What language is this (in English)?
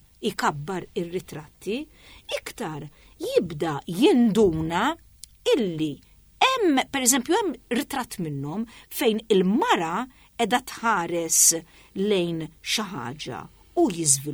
Maltese